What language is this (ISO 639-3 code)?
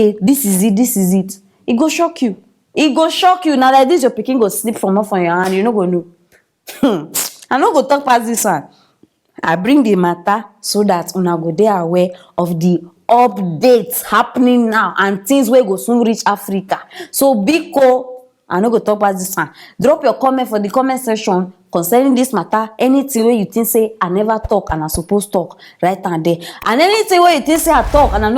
pcm